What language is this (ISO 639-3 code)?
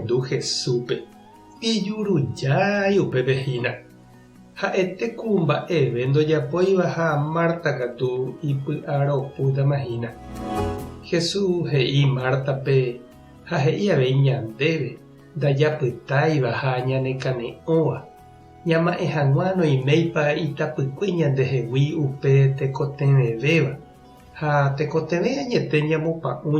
grn